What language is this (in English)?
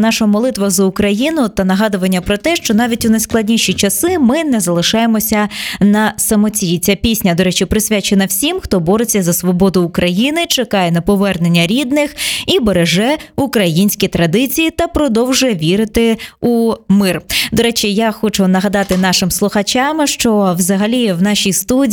Ukrainian